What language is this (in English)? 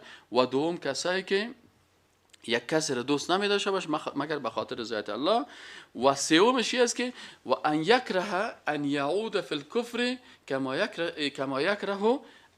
Persian